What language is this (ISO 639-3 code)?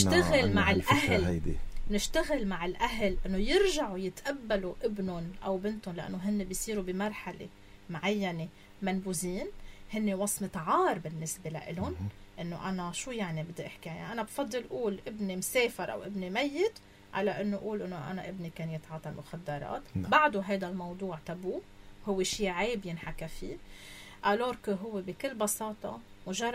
apc